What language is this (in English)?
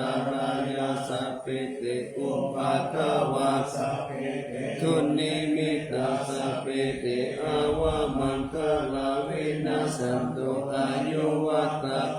Pali